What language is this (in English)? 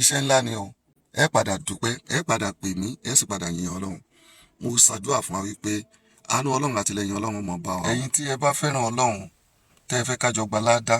Yoruba